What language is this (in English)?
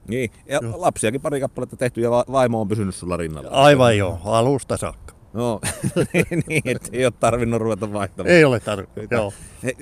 Finnish